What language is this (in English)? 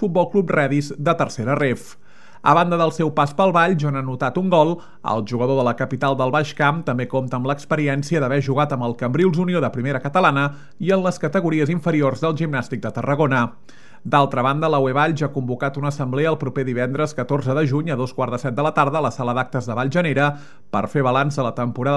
Catalan